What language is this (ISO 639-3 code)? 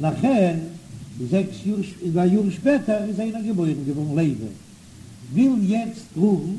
yid